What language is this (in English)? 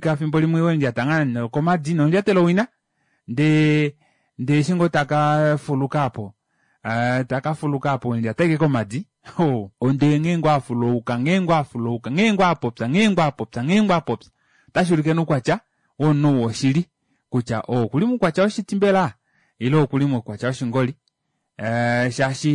Kuanyama